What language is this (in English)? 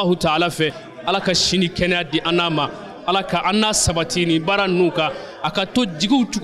Bambara